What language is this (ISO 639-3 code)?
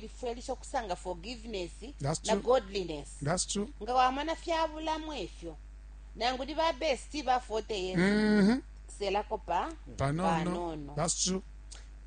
bem